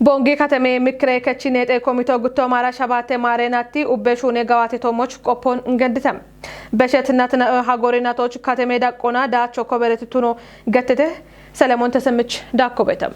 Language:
Kafa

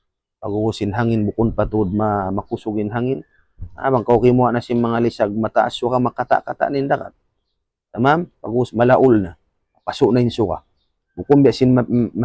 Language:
Tausug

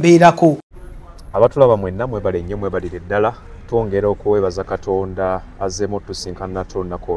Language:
Ganda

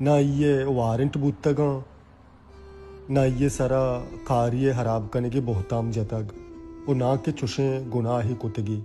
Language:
Baluchi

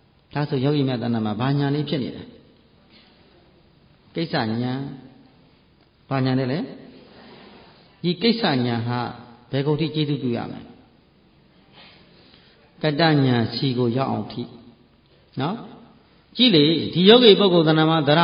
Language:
Burmese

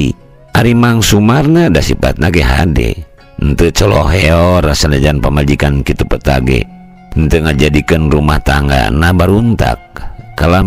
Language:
Sundanese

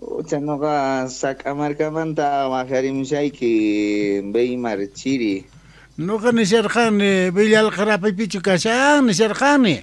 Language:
South Bolivian Quechua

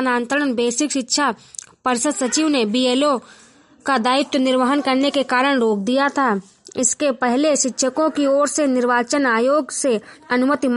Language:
Hindi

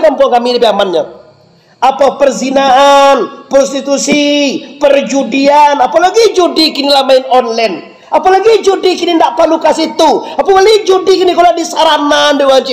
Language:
Minangkabau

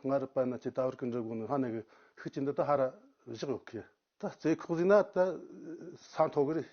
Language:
Tibetan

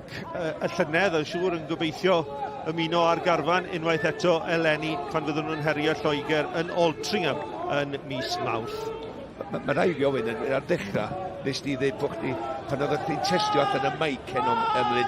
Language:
Welsh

